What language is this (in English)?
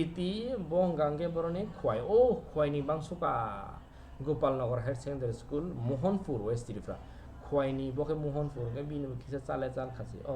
Kok Borok